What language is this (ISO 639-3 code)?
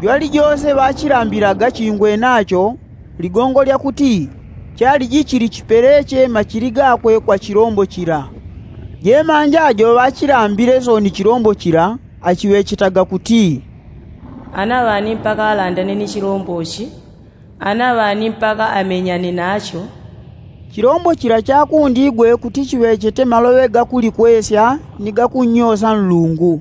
yao